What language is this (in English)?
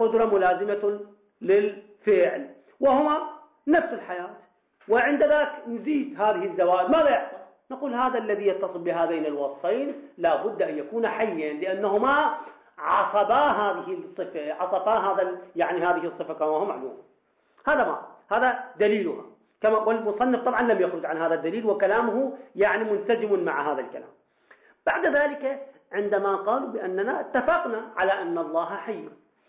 Arabic